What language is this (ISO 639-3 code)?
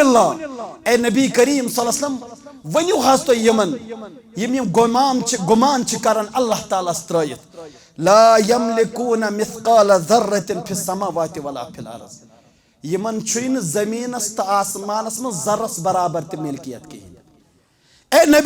kas